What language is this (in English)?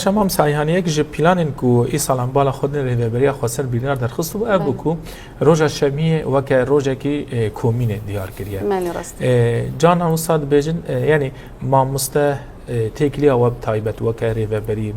Kurdish